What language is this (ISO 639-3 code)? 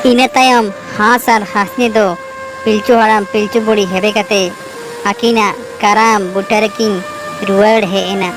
sat